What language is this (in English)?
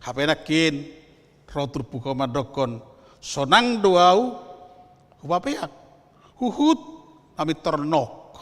Batak Toba